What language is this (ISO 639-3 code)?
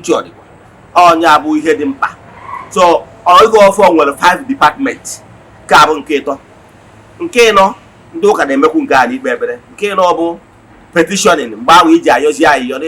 ibo